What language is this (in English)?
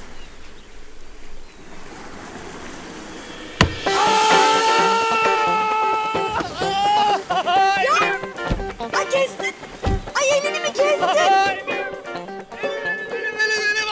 Turkish